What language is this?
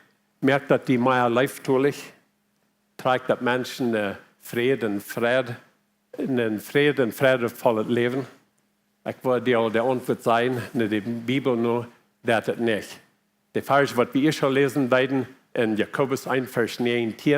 Plautdietsch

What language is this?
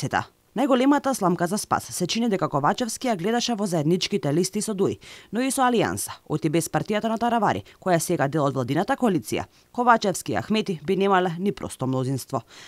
Macedonian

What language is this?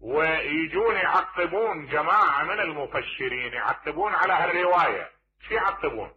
Mesopotamian Arabic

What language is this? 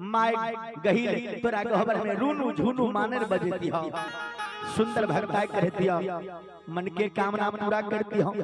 Maithili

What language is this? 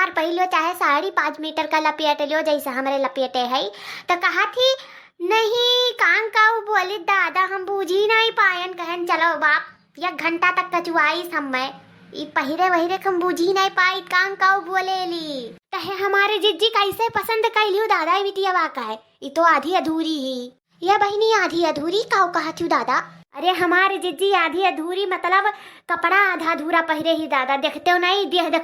Awadhi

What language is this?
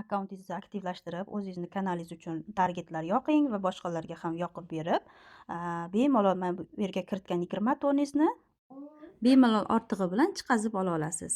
Uzbek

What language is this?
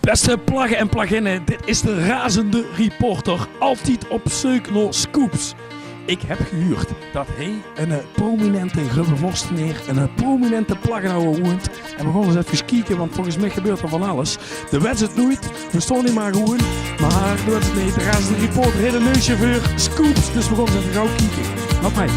Limburgish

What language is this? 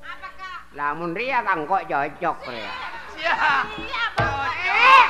Madurese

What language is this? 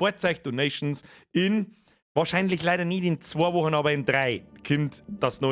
Bavarian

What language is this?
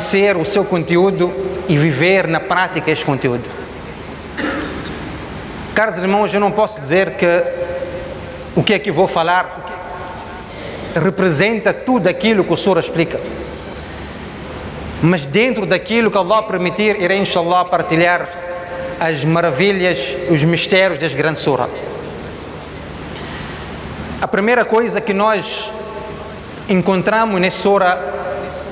Portuguese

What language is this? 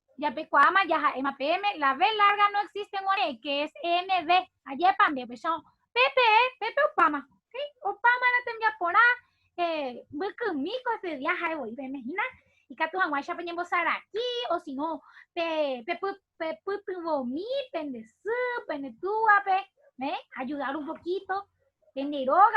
Guarani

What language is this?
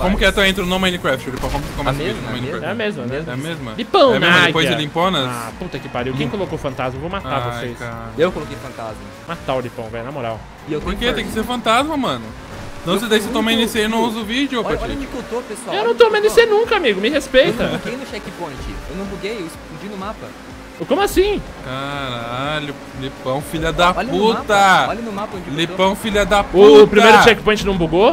Portuguese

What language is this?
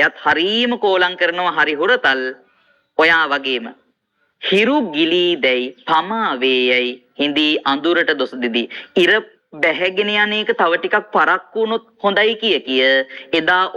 Sinhala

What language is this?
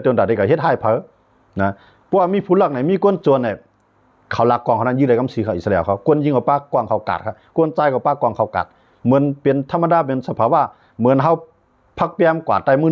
Shan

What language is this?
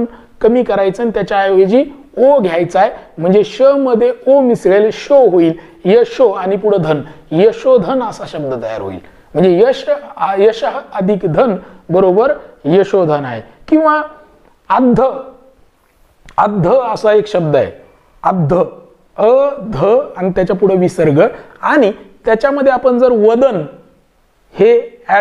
Marathi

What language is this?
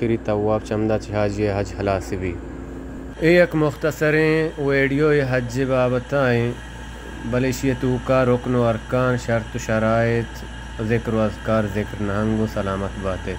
Baluchi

